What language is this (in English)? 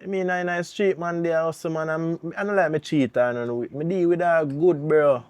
Jamaican Creole English